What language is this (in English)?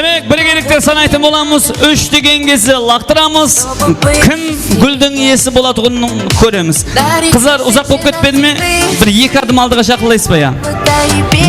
Kara-Kalpak